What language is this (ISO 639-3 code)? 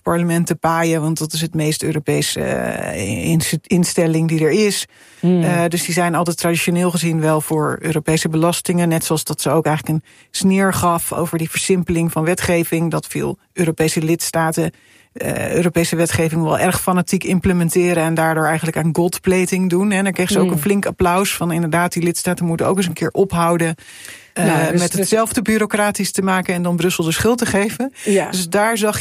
nld